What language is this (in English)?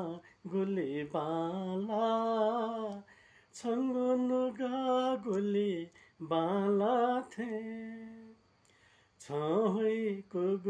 Newari